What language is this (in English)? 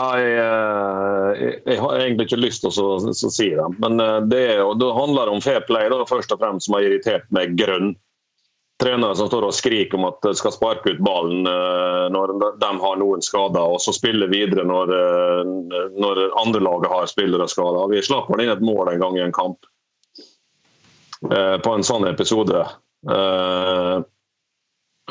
Norwegian